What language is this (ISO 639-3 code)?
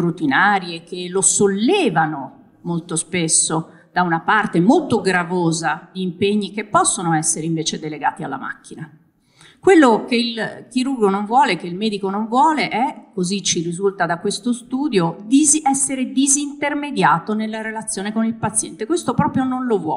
ita